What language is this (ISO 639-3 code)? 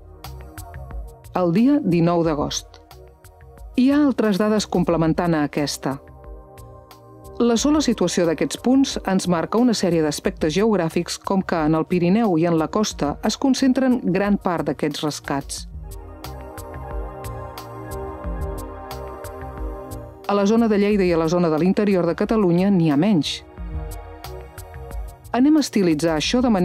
cat